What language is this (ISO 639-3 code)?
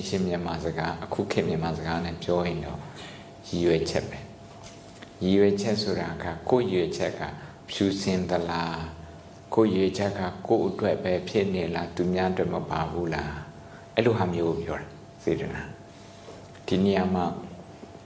mya